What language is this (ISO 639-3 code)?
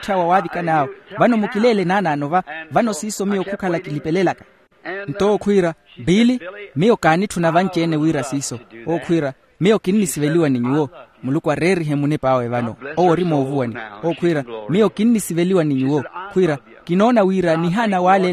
vmw